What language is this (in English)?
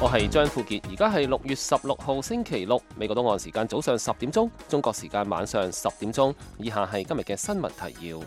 Cantonese